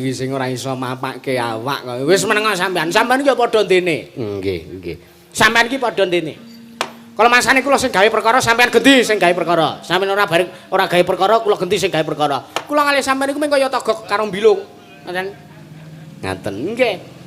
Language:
Javanese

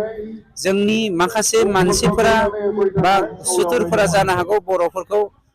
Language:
Bodo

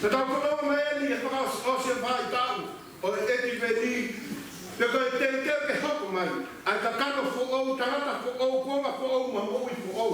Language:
Tongan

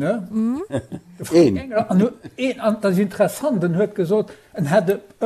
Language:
Luxembourgish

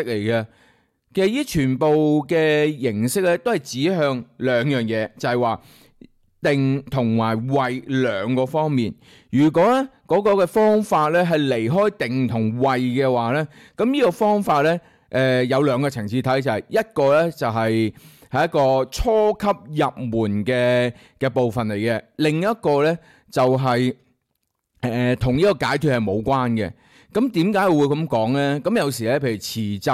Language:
Cantonese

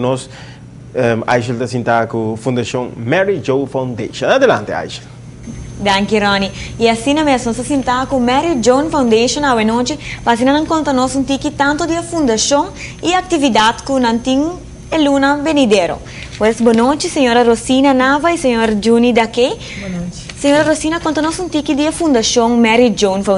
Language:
Papiamento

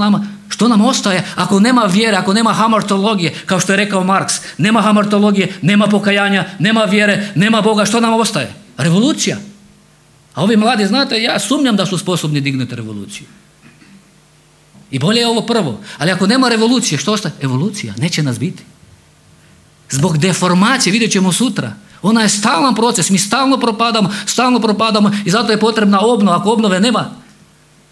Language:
Croatian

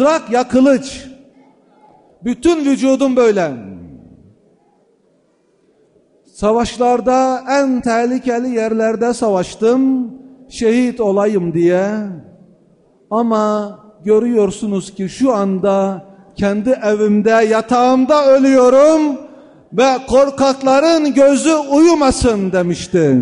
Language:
Turkish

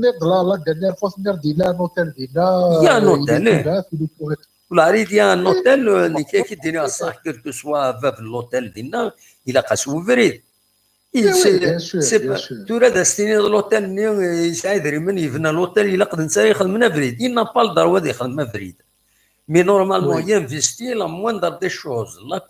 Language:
Kabyle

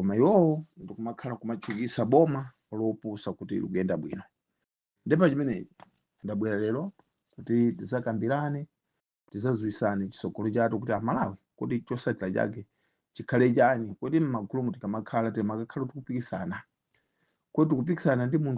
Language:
Nyanja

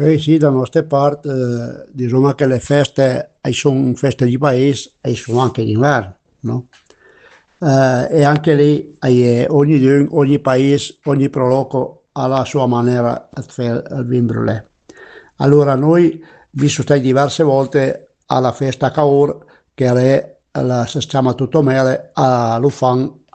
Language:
Piedmontese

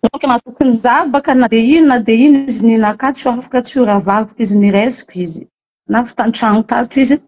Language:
Malagasy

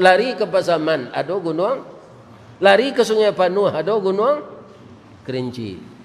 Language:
Minangkabau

